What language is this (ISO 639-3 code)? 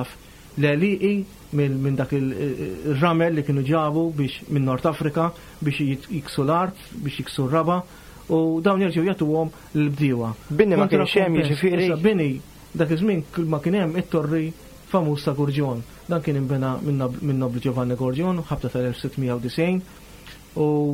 mlt